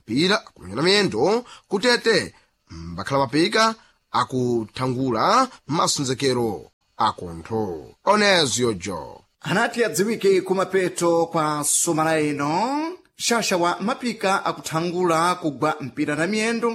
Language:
Sena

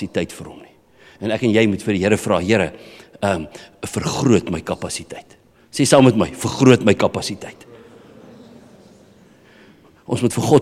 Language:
Afrikaans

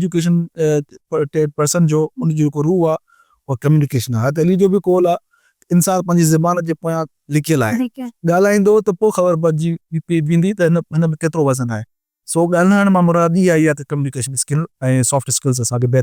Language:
Sindhi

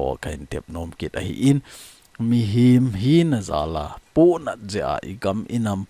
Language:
Thado Chin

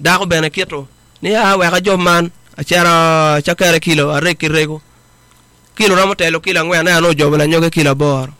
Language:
Acoli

